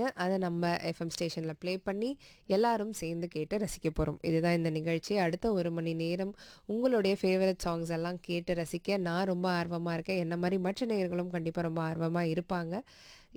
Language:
Tamil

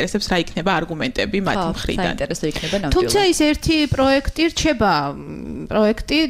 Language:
Georgian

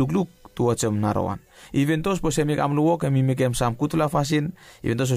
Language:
Bislama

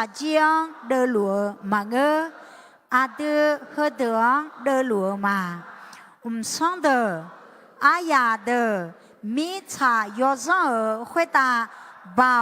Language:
Akha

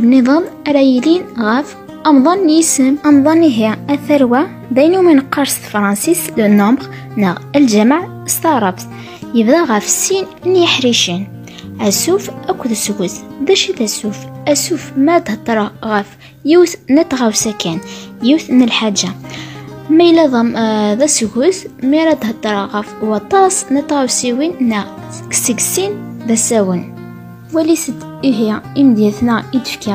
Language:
Kabyle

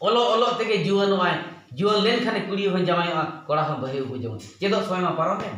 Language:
Santali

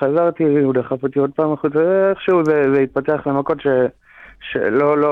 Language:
Hebrew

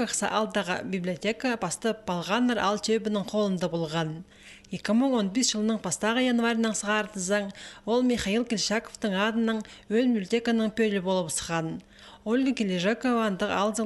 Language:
Khakas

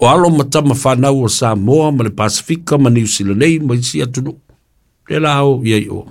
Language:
Samoan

